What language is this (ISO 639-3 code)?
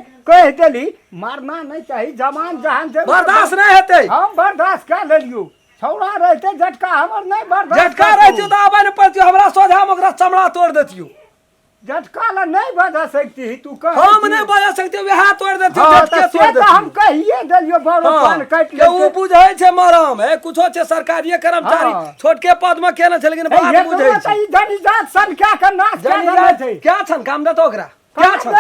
mai